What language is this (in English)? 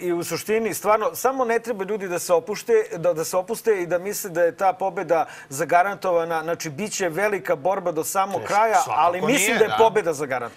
Serbian